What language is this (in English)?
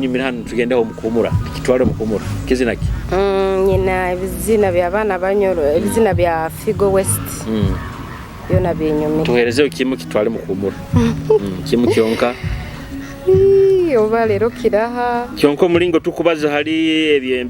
Nyoro